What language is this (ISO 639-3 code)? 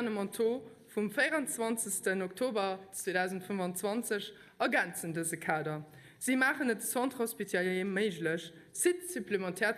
ltz